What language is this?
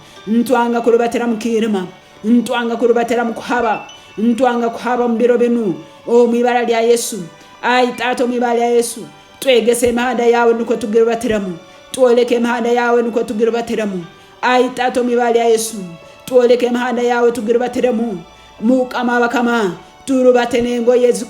Tooro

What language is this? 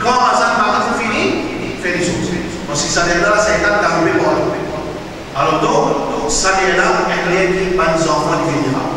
Morisyen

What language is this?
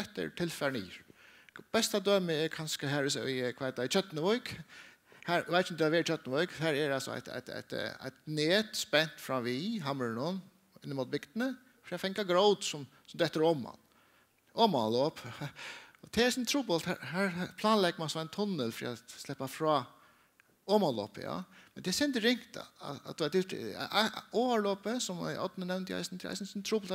Faroese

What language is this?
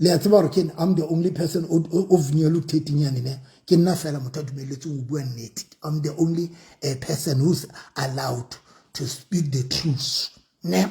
Southern Sotho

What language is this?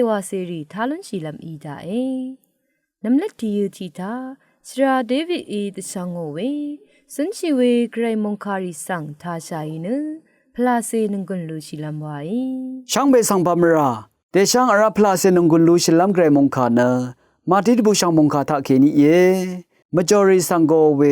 Rawang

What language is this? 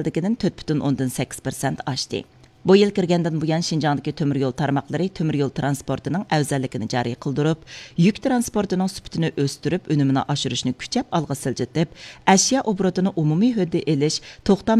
Uyghur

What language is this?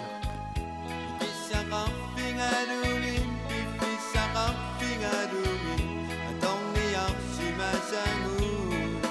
Kalaallisut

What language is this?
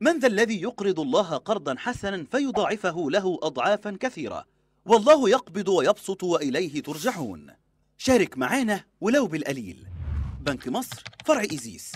Egyptian Arabic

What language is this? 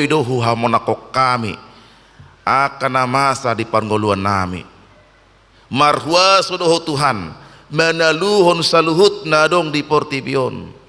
Batak Toba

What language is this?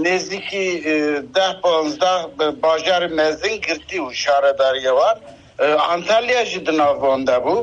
Kurdish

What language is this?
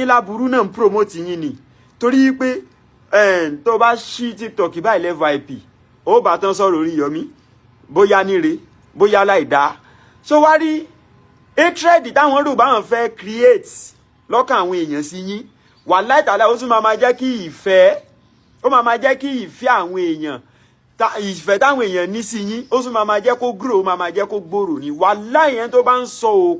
Yoruba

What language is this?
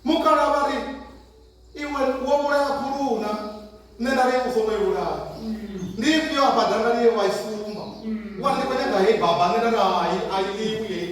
Venda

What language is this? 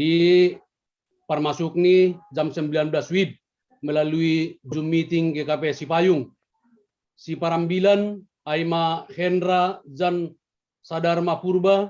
Batak Simalungun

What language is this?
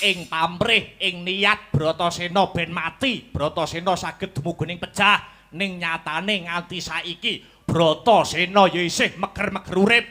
Javanese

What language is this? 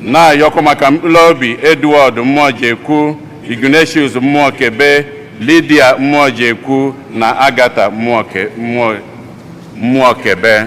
Igbo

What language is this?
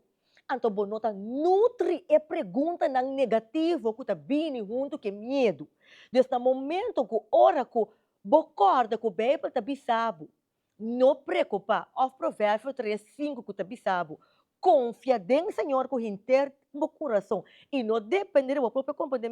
Papiamento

